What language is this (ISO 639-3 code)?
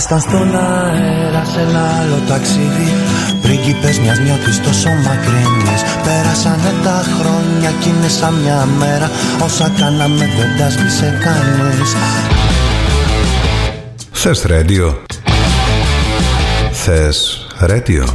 ell